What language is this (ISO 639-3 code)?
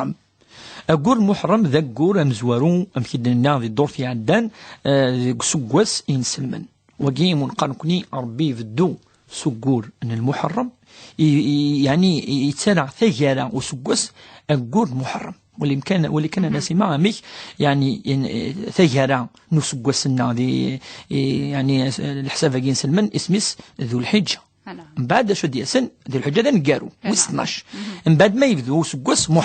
kab